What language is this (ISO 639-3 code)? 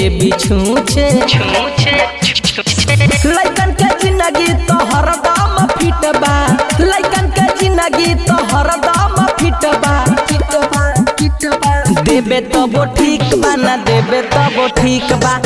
bho